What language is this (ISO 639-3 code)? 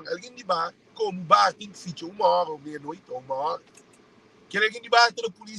kea